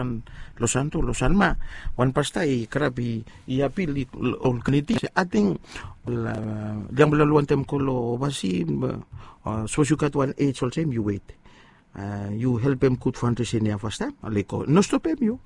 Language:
Bislama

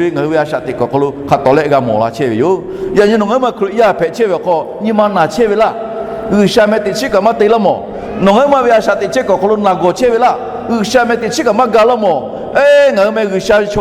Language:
Lahu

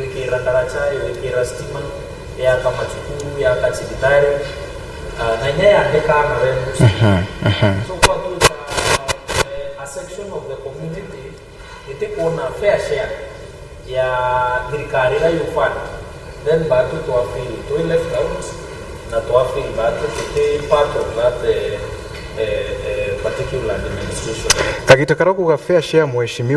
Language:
Meru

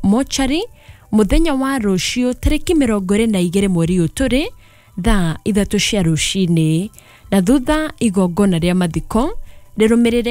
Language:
Kikuyu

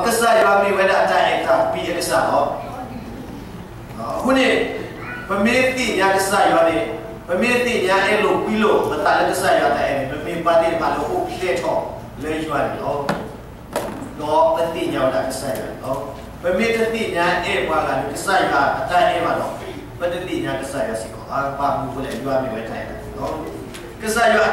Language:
S'gaw Karen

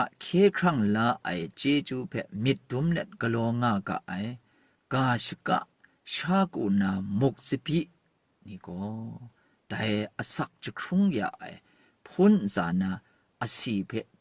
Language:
Kachin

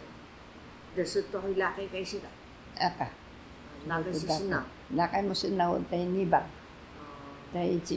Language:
Taroko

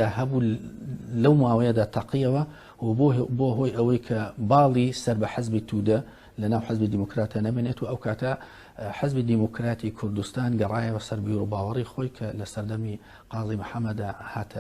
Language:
Central Kurdish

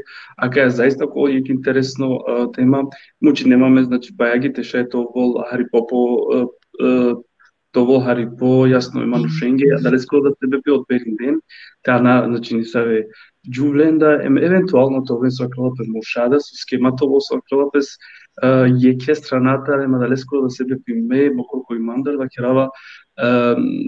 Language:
Balkan Romani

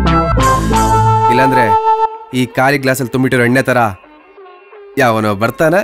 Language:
Kannada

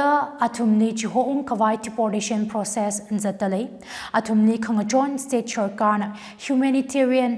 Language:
Tangkhul Naga (India)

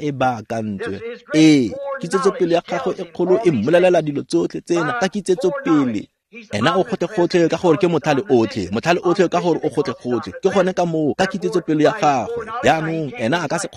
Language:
Tswana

